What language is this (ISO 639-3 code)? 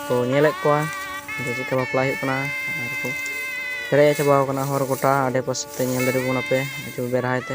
sat